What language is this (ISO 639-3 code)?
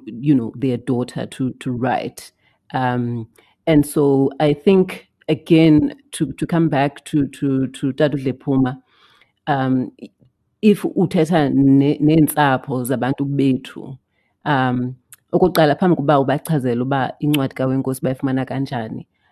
xho